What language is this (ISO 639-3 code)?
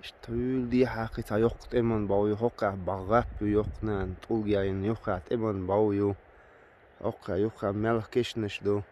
che